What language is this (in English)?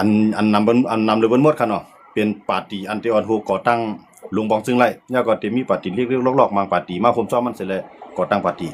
Shan